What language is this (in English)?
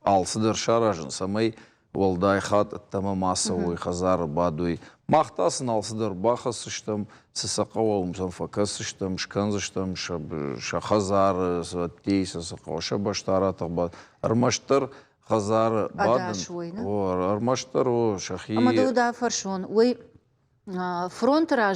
Ossetic